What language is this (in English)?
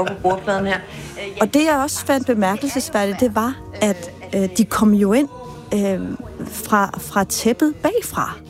Danish